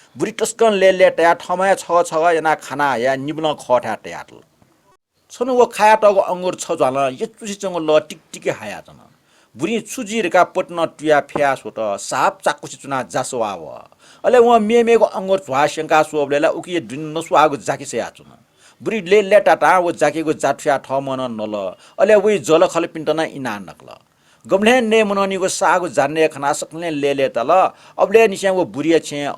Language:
Newari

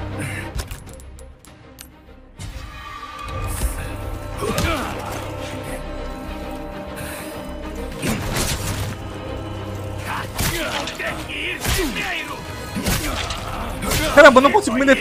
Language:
Portuguese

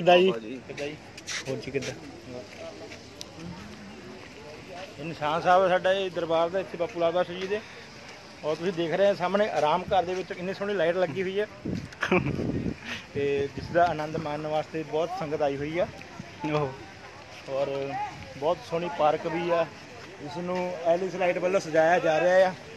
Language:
Punjabi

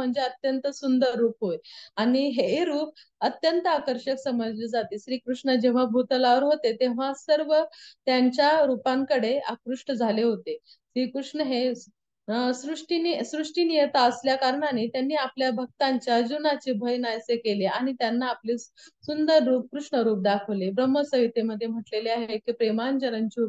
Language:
Marathi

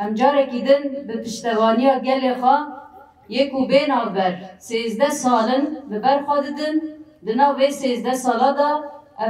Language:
Kurdish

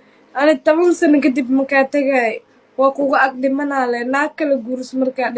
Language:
Somali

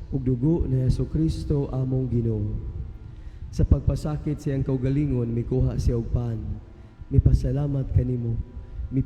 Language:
Cebuano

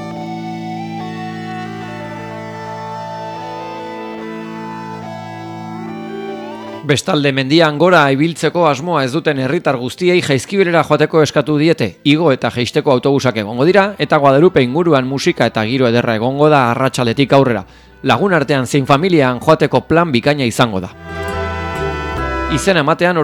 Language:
Basque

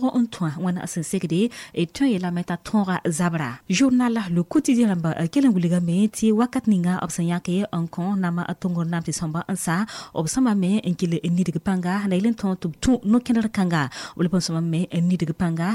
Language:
Mossi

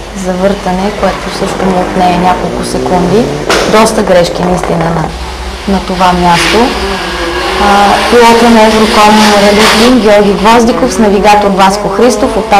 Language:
Bulgarian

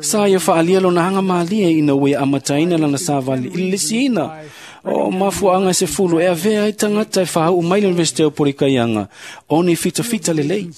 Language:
Samoan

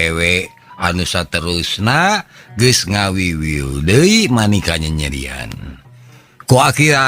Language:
Sundanese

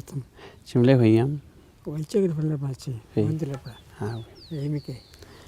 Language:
Mapuche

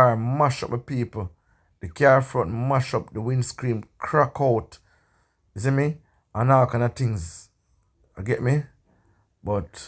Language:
Jamaican Creole English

